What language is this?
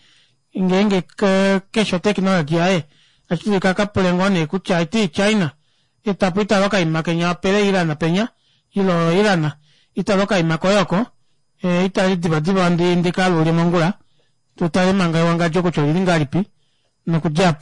Kuanyama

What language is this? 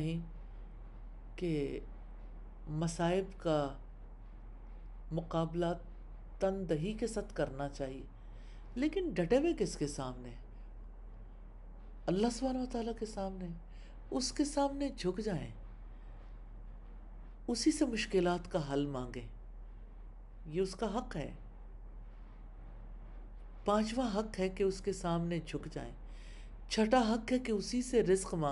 Urdu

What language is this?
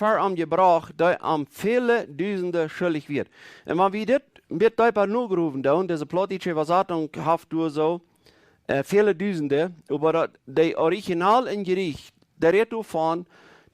Plautdietsch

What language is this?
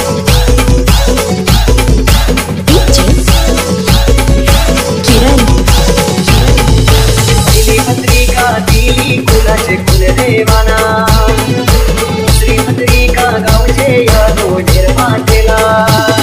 Marathi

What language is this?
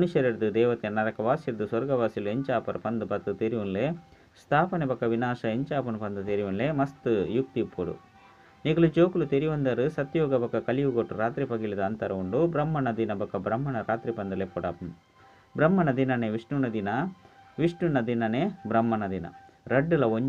Tulu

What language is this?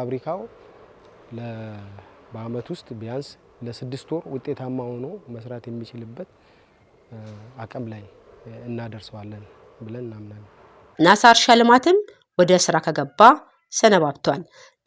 Amharic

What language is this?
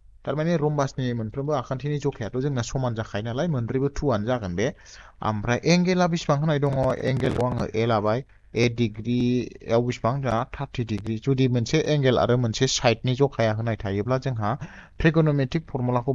Bodo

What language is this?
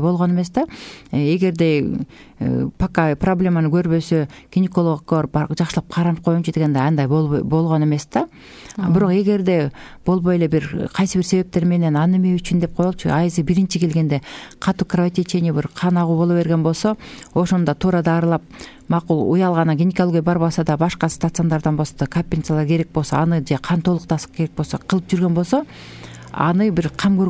Kyrgyz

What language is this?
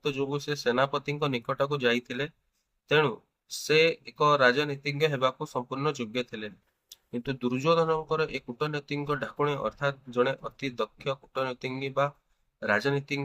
Odia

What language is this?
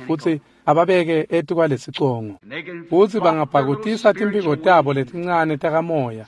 Swati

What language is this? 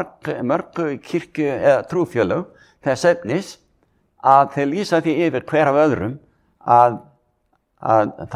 Icelandic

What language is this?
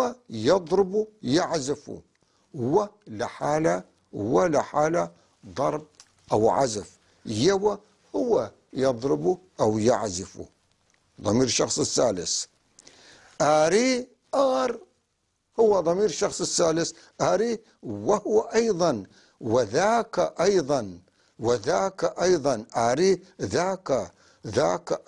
North Levantine Arabic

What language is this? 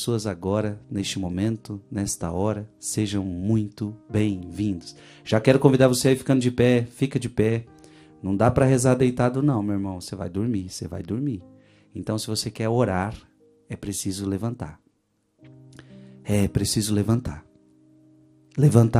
Portuguese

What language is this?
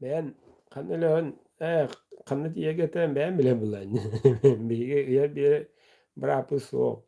Yakut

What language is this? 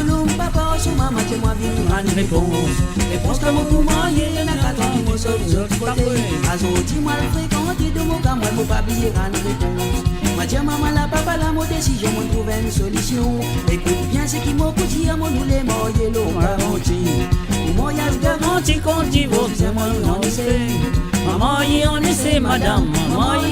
Morisyen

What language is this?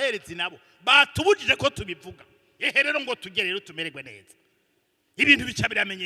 Rundi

